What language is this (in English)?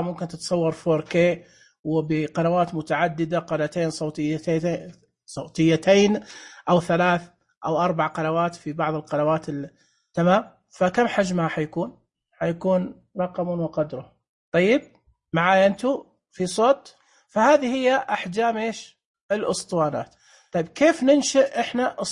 Najdi Arabic